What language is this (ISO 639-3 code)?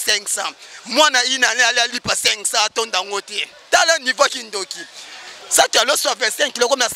lin